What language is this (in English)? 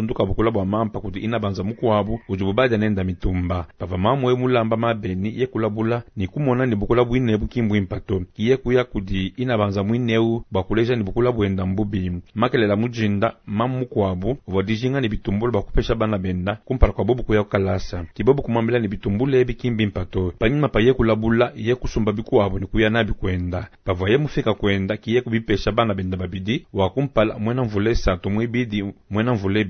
Luba-Lulua